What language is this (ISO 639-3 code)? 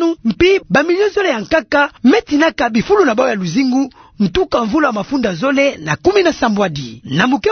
ktu